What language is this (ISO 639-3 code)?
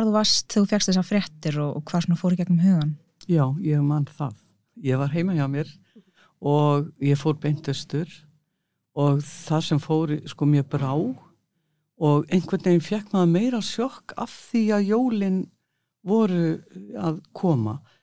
isl